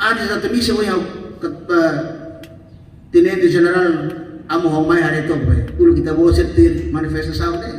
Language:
Tetum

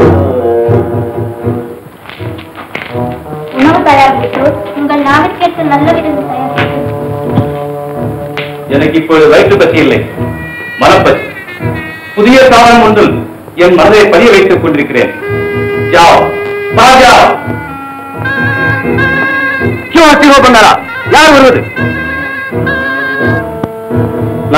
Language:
Tamil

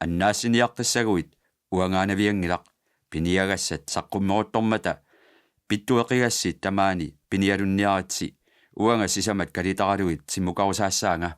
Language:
Kalaallisut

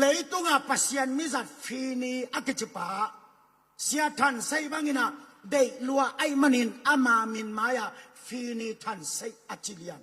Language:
Tedim Chin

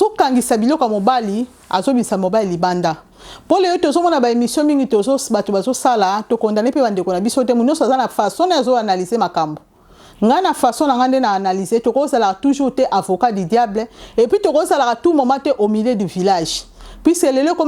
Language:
Lingala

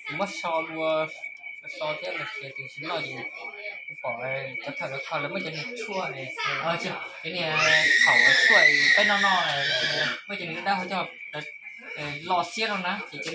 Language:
Hmong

